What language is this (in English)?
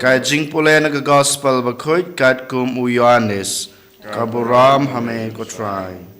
Khasi